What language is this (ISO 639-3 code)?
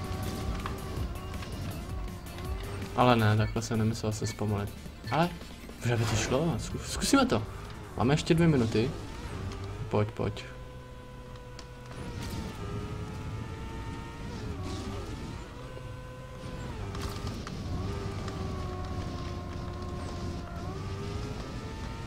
ces